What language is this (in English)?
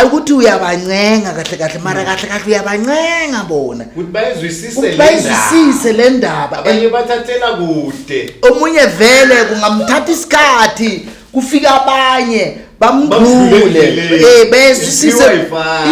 Zulu